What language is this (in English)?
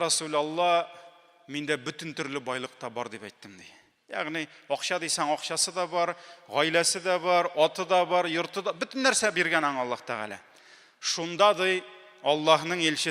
Tatar